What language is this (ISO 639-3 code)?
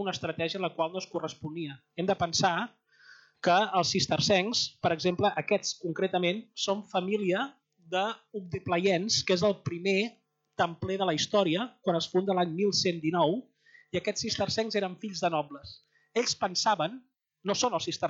cat